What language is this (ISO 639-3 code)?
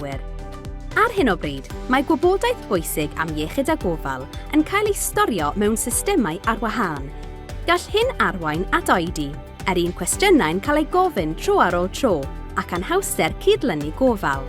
cym